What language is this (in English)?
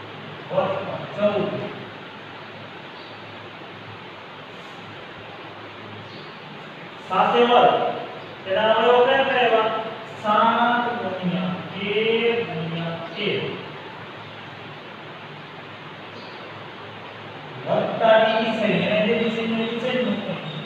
Gujarati